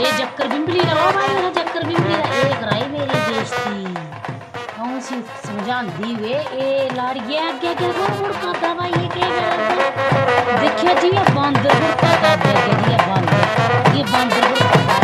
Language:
Dogri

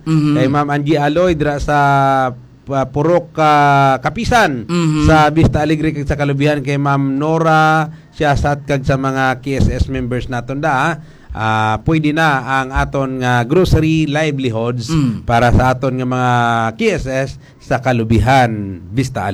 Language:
Hiligaynon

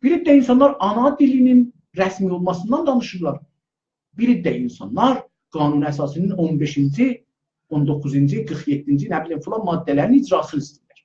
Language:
South Azerbaijani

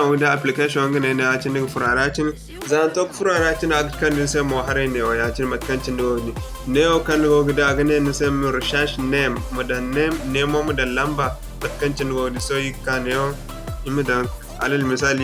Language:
Zarma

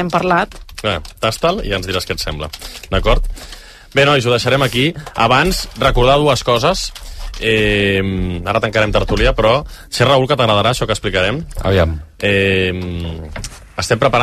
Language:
Catalan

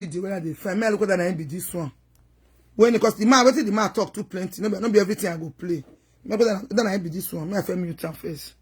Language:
Nigerian Pidgin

